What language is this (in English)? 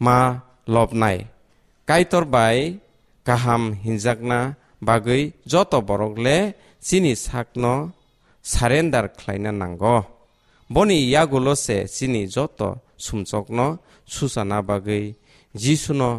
Kok Borok